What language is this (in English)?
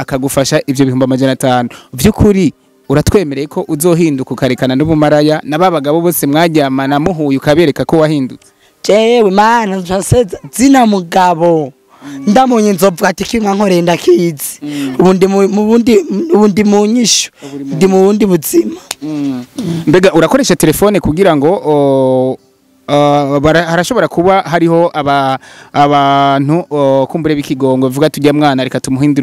Rundi